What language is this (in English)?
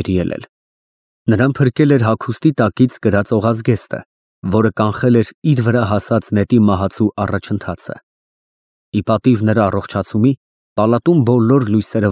Armenian